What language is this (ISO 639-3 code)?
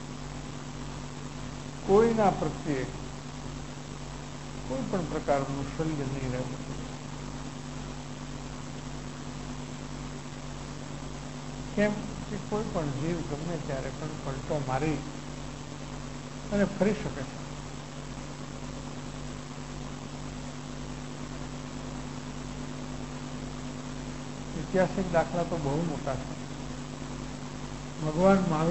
guj